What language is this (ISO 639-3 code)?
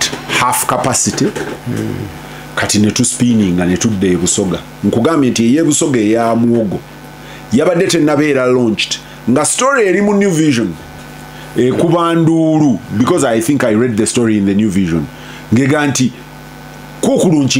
lug